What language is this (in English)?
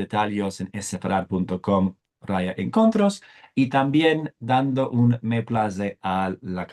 Ladino